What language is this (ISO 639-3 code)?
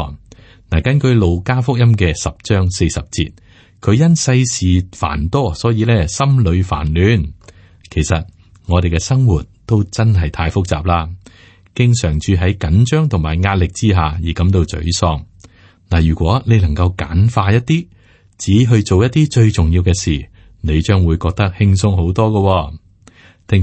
yue